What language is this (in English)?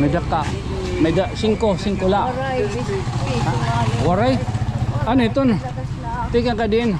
Waray